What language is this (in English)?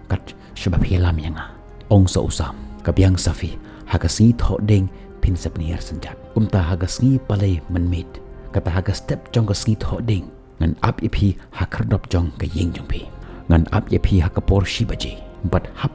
Khasi